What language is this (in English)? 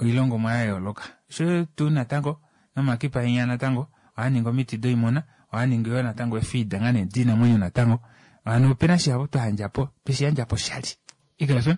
Kuanyama